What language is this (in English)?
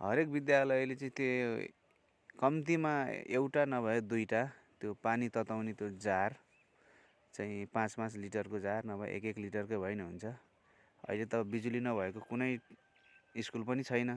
Nepali